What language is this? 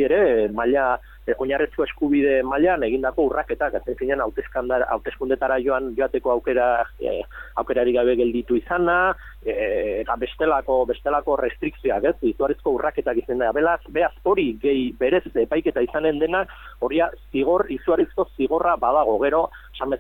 Basque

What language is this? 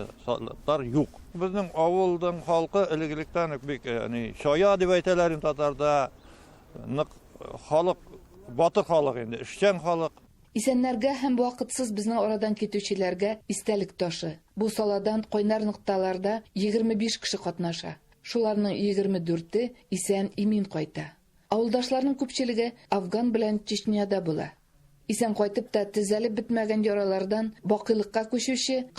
Tatar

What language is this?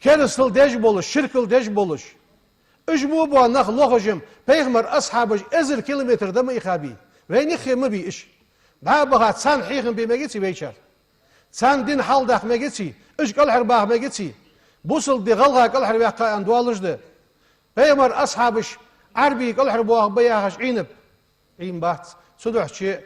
Ingush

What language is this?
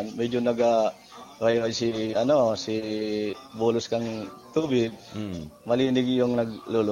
Bikol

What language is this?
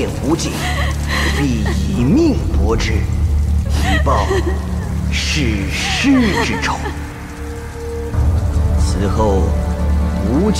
Chinese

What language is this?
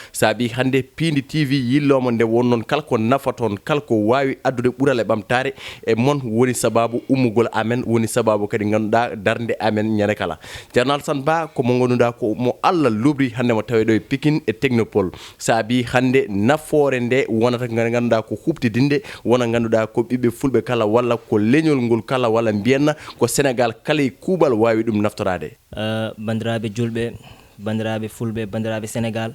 Fula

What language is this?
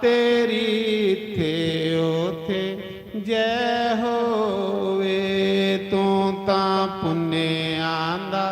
Dogri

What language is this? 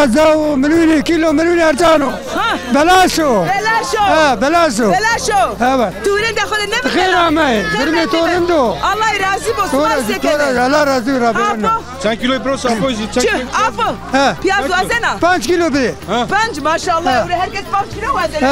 Zaza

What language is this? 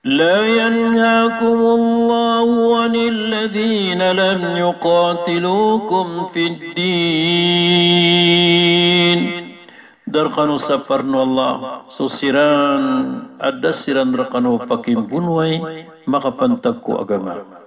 Maranao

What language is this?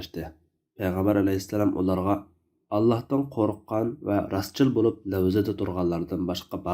Uyghur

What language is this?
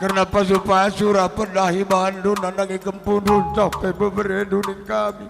Batak Karo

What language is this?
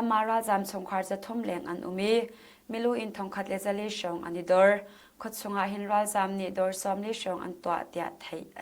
Hakha Chin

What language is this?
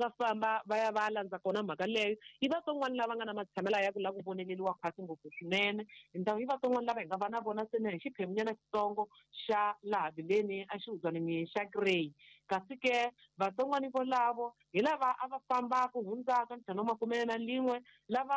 Tsonga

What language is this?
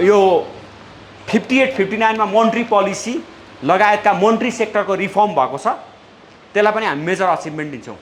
Nepali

